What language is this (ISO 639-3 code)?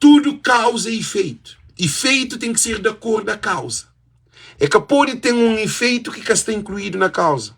kea